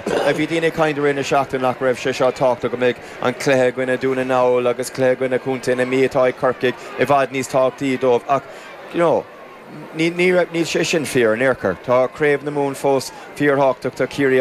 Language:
Irish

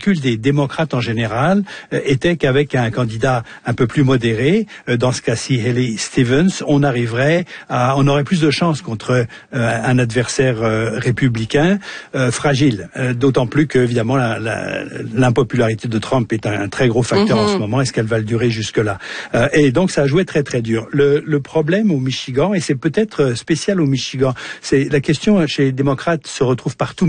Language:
French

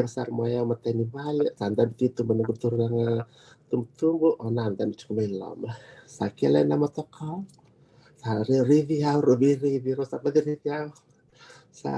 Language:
Fijian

